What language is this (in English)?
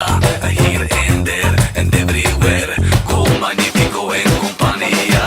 Western Frisian